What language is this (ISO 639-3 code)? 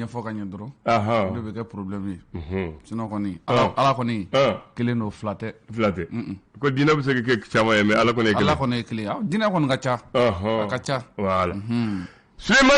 bam